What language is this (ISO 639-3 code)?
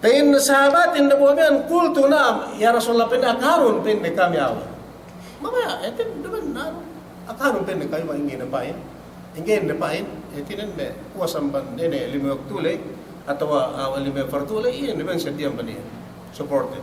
yka